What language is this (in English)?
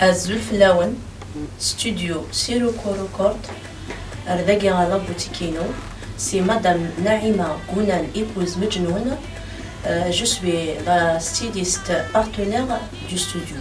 Kabyle